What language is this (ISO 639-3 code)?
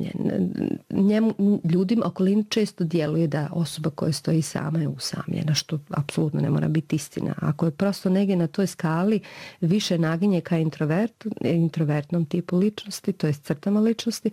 bos